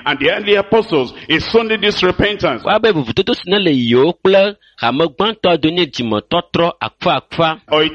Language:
Ewe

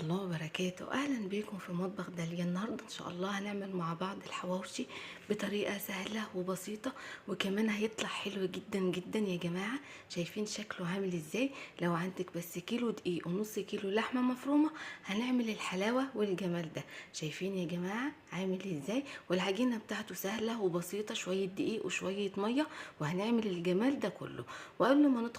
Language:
Egyptian Arabic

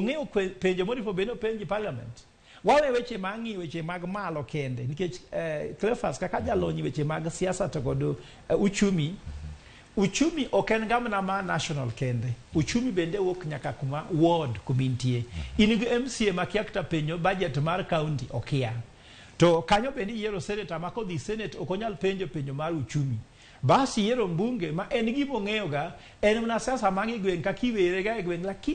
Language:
Luo (Kenya and Tanzania)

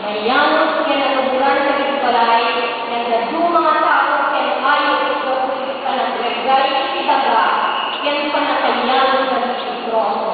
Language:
Iloko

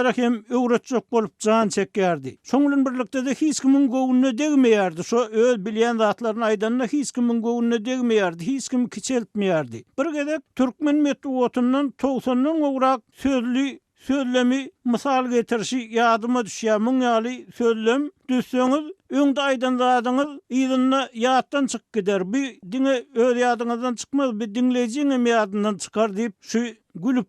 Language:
Turkmen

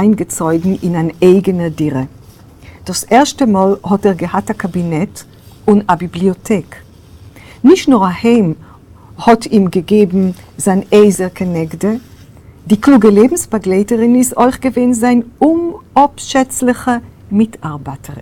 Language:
Yiddish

